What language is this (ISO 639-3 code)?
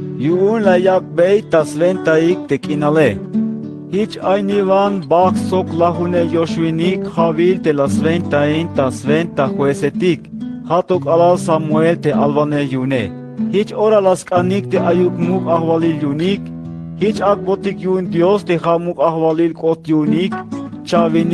tzh